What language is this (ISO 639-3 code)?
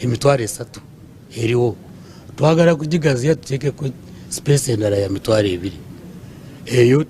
nyn